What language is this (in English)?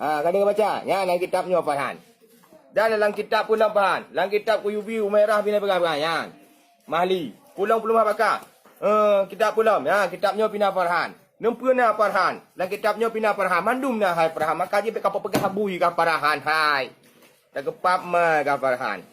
Achinese